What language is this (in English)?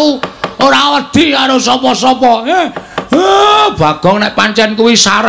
Javanese